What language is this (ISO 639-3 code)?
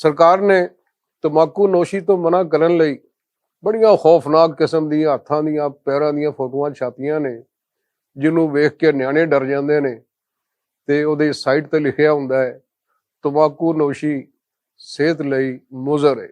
lah